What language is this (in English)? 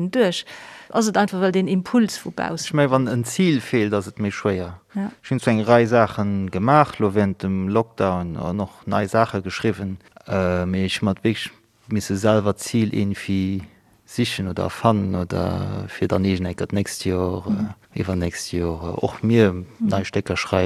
Luxembourgish